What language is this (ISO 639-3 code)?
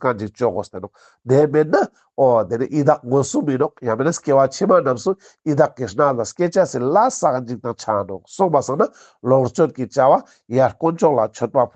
lbj